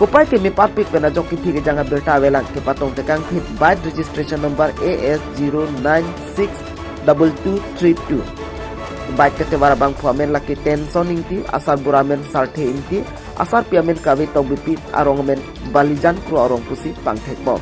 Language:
Karbi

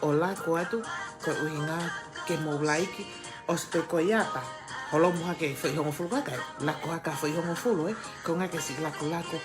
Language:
Tongan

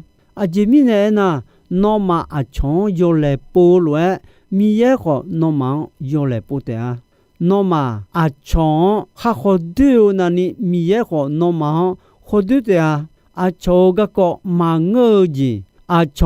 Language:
Akha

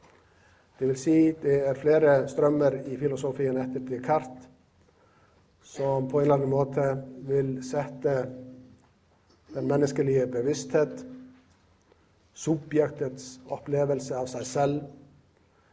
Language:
Norwegian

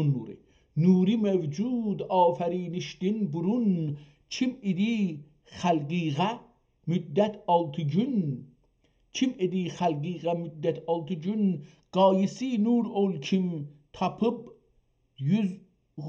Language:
South Azerbaijani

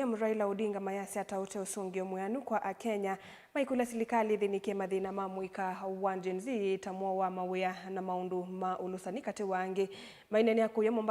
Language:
Kamba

